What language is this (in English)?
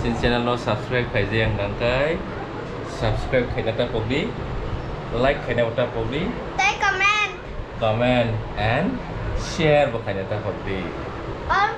Kok Borok